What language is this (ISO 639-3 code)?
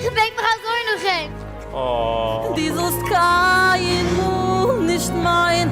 yid